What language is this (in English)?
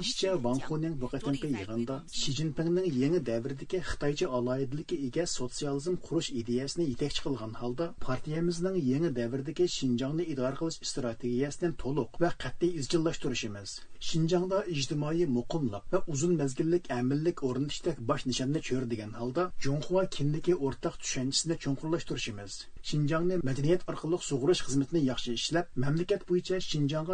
Uyghur